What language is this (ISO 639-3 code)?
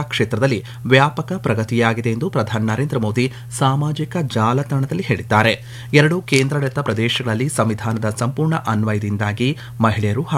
kan